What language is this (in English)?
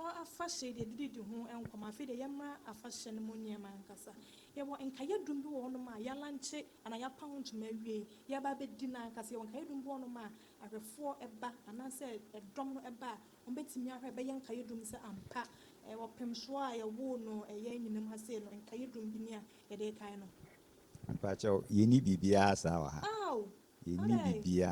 Akan